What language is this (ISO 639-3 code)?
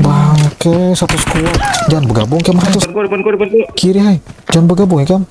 bjn